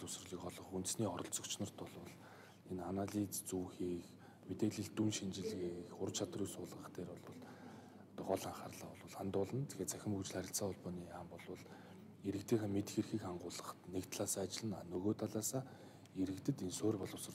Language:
Mongolian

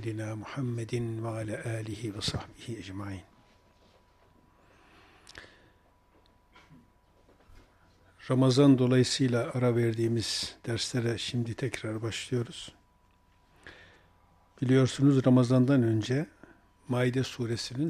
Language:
Turkish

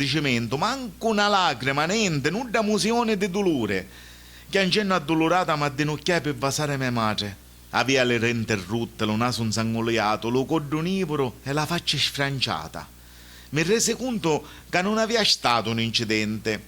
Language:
Sicilian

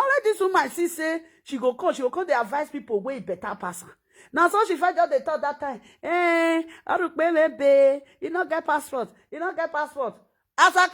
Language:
Nigerian Pidgin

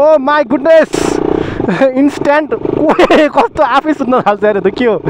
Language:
Nepali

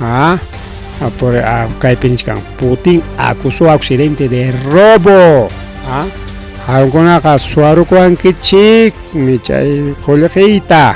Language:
Ayacucho Quechua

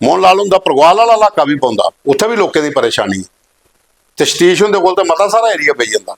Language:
Dogri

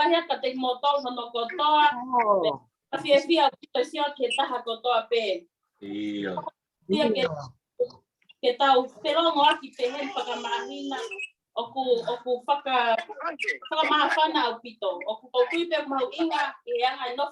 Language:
Tongan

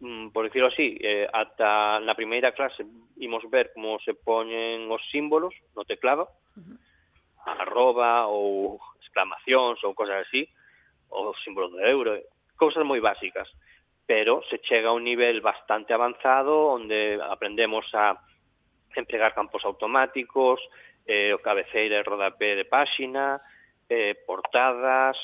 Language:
Galician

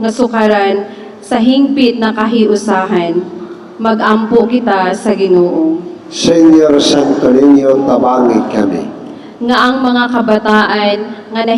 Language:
Cebuano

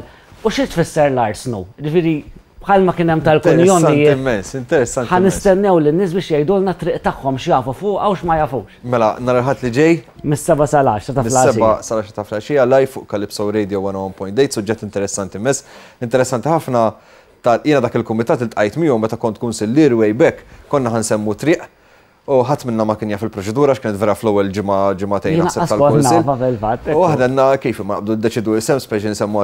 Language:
Maltese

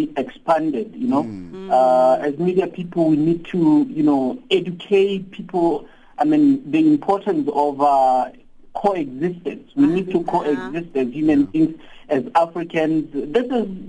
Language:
English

